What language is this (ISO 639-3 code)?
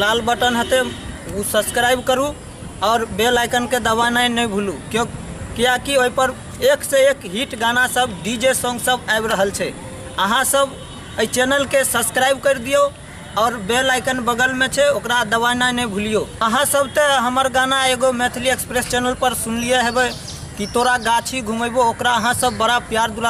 mai